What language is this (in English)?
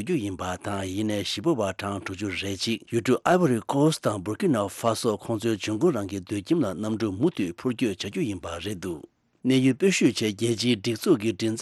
Tibetan